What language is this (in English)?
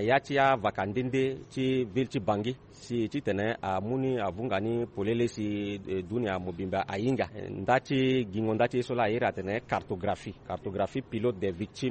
Sango